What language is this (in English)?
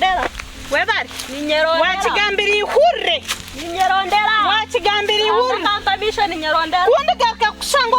Nyankole